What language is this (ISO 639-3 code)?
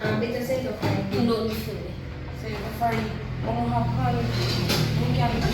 jam